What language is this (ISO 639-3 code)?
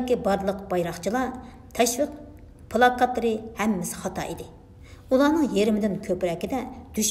uig